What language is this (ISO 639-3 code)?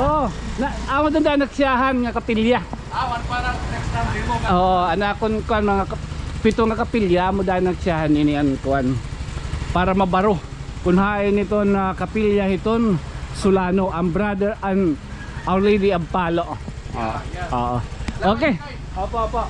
war